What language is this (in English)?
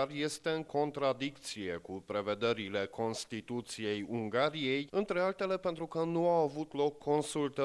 Romanian